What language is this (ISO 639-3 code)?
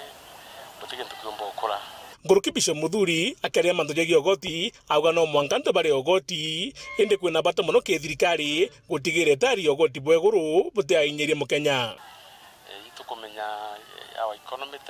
mer